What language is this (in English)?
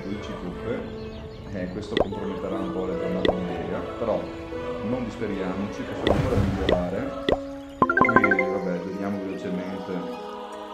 Italian